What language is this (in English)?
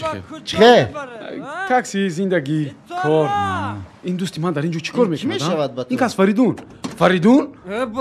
Tajik